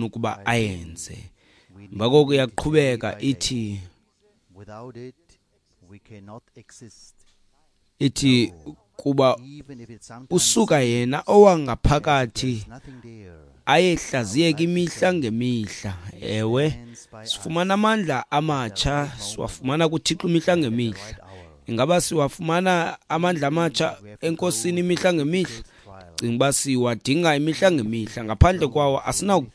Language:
Xhosa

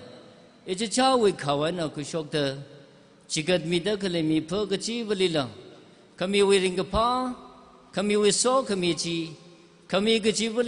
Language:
Tangkhul Naga (India)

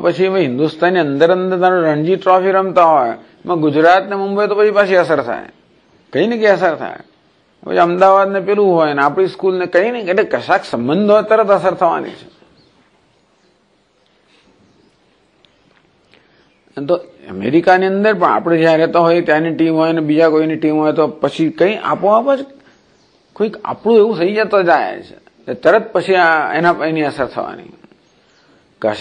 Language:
Gujarati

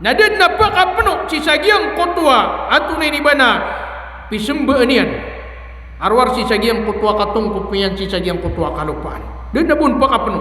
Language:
Maranao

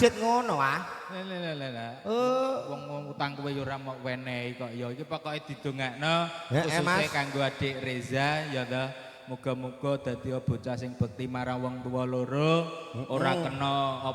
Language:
Javanese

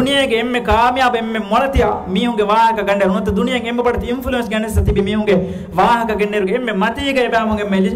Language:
Divehi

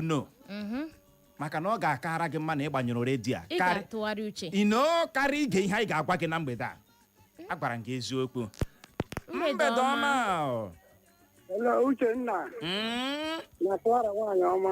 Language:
Igbo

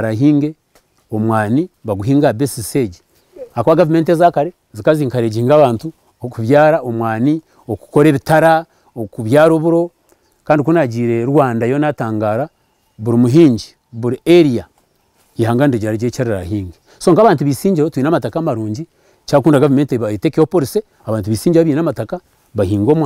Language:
Nyankole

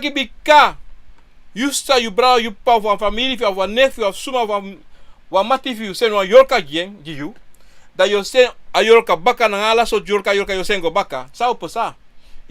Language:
Sranan Tongo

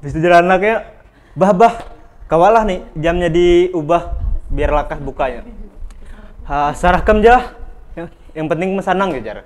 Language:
Banjar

